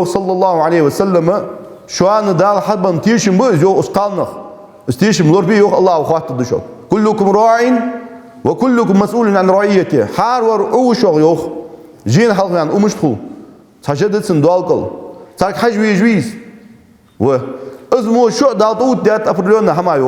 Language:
Ingush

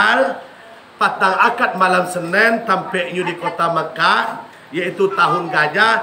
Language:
Minangkabau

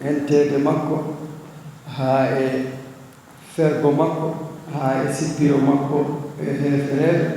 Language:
Fula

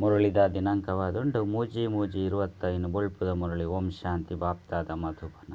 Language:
Tulu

